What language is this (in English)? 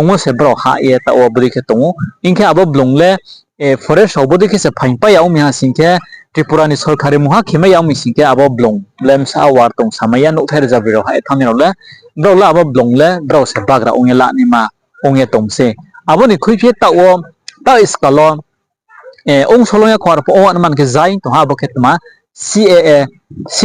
Riang (India)